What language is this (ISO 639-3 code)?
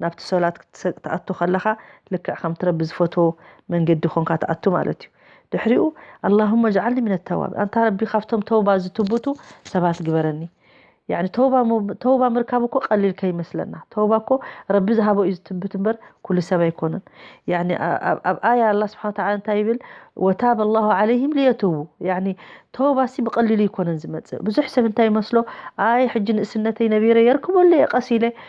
tir